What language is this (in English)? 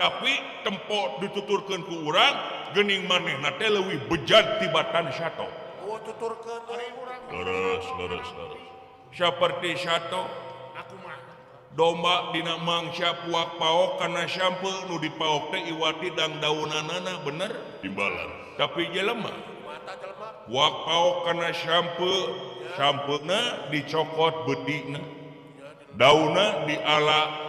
Sundanese